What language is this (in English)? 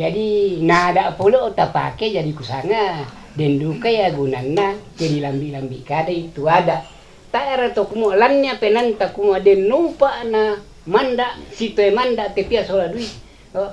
Toraja-Sa'dan